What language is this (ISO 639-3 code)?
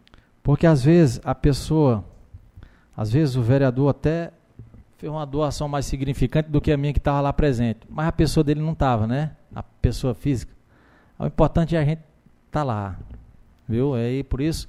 por